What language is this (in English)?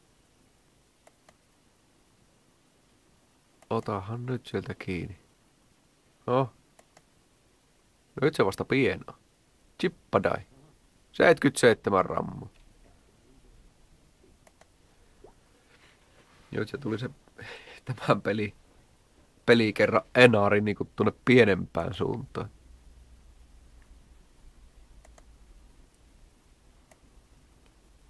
Finnish